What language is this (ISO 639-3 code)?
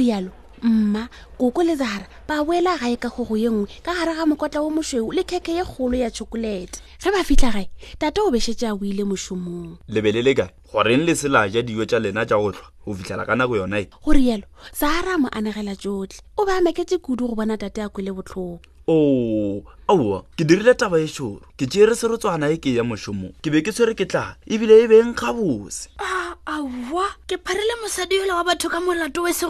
nso